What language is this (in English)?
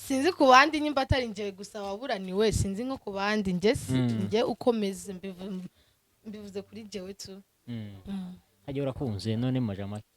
Rundi